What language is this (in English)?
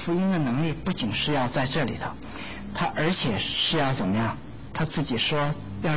Chinese